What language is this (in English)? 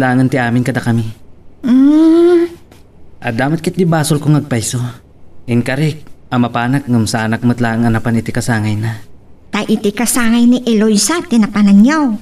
Iloko